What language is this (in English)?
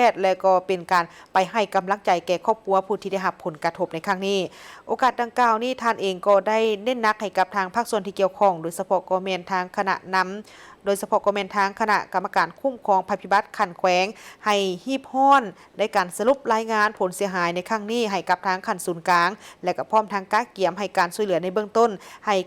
Lao